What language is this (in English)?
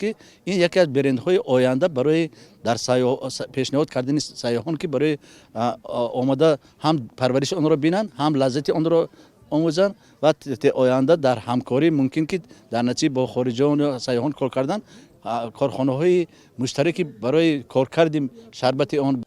Tajik